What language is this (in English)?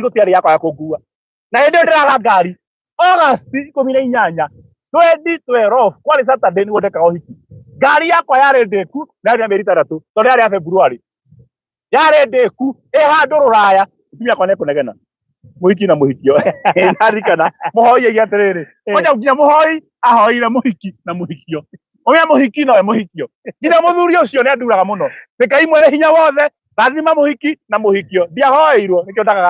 Kikuyu